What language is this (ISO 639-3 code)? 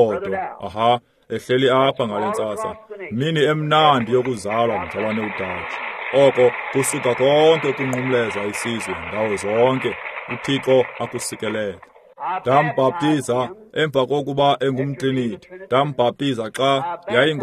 xho